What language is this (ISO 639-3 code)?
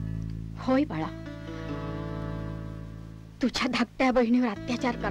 mar